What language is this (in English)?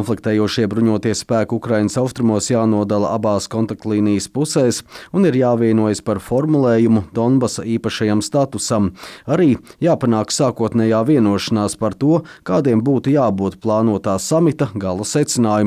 Latvian